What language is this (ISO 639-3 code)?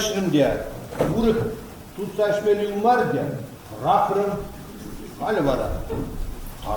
chv